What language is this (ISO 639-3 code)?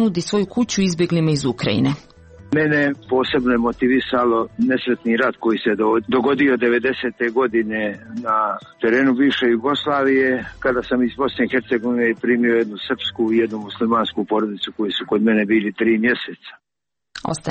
srp